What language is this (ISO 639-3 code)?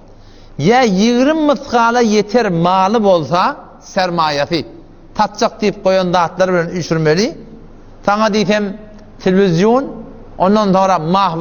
tuk